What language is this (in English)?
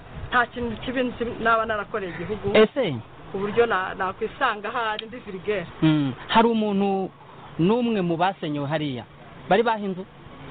Kinyarwanda